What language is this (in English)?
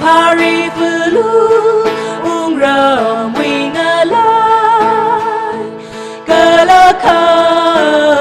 Tangkhul Naga (India)